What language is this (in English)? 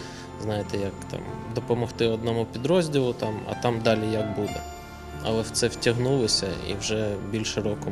Ukrainian